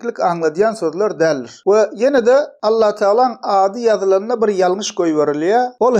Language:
Turkmen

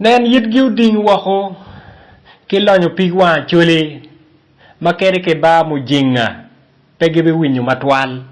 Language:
Acoli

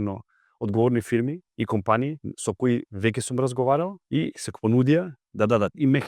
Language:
Macedonian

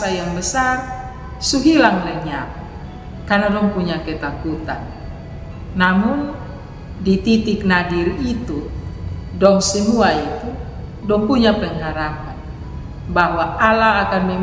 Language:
Kupang Malay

